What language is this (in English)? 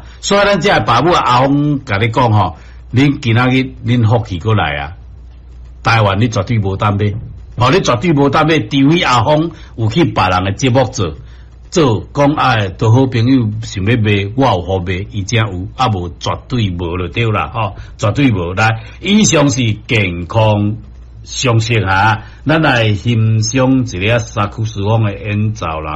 Min Nan Chinese